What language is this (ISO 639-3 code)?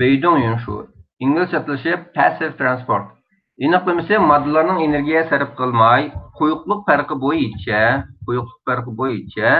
uig